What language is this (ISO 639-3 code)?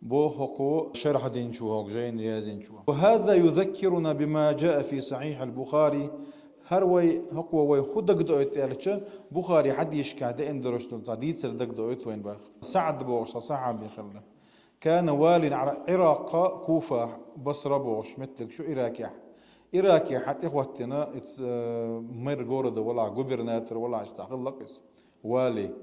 che